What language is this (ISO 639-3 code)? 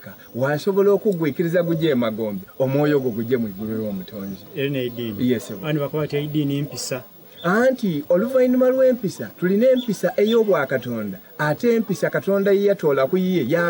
xog